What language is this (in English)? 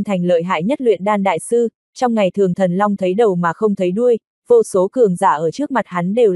Vietnamese